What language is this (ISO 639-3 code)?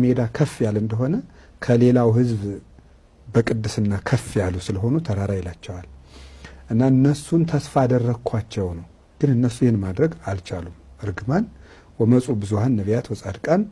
amh